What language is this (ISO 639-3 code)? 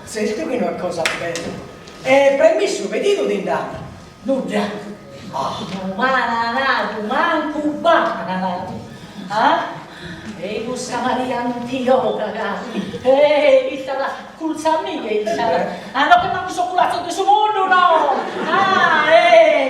srd